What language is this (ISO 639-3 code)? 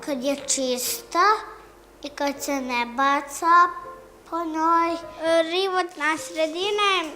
bos